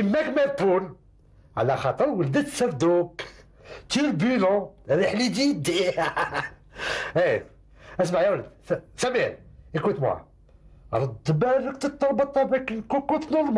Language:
Algerian Arabic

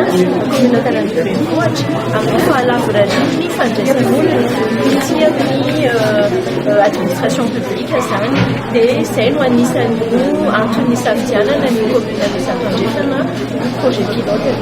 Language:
Malagasy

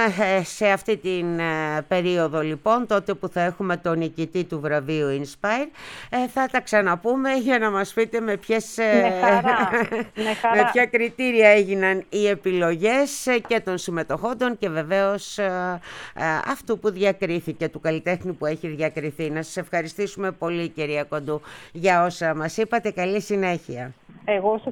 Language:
Greek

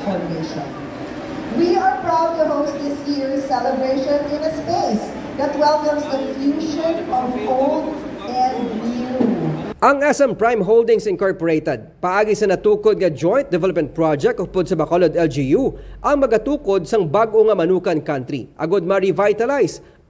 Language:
Hiligaynon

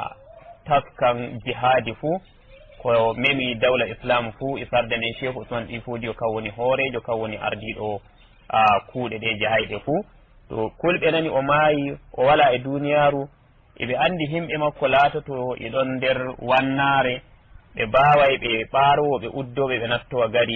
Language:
Nigerian Fulfulde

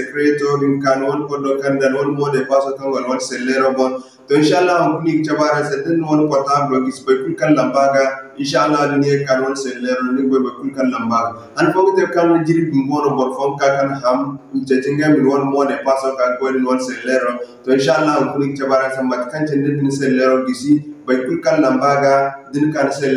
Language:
Zarma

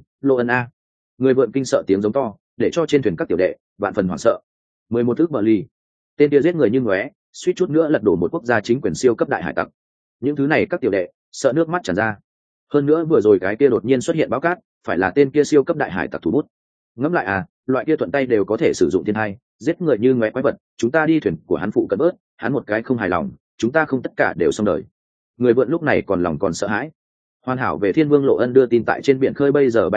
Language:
Vietnamese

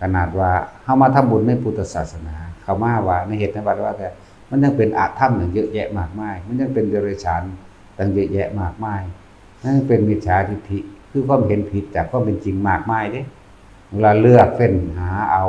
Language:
Northeastern Thai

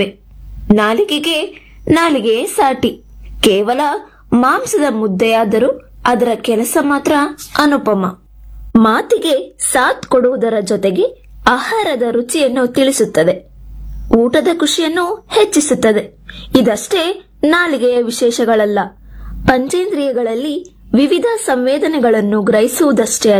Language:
Kannada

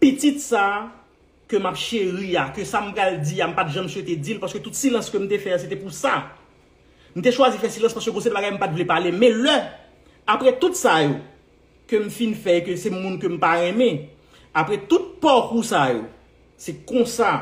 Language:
Haitian Creole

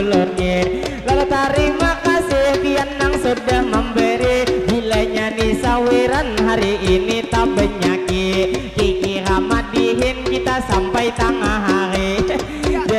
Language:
Banjar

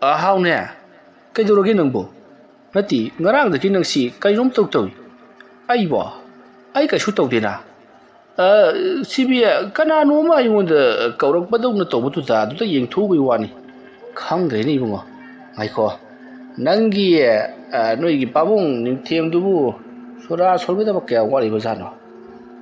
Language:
Manipuri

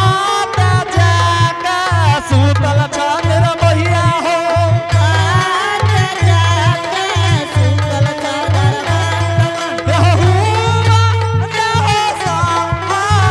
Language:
Angika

